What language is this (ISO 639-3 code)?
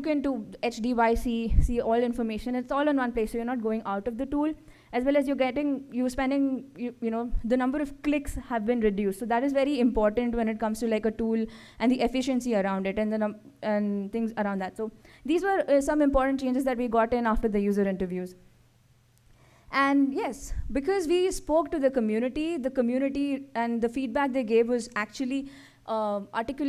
eng